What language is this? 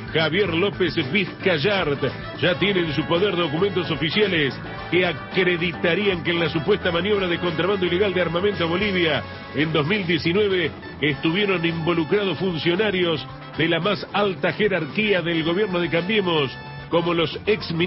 Spanish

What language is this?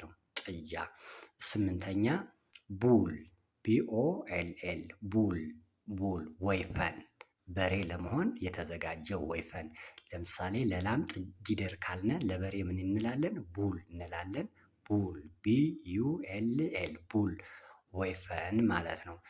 Amharic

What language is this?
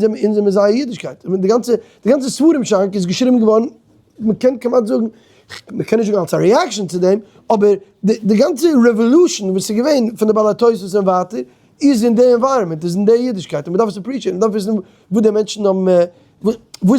Yiddish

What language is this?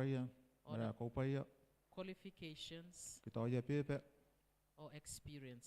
Gilbertese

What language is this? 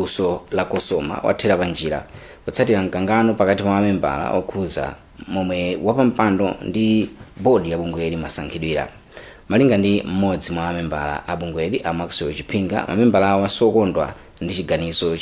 Nyanja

